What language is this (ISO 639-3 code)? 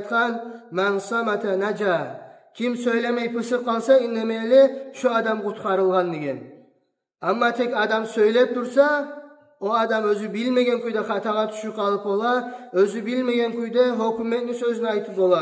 kum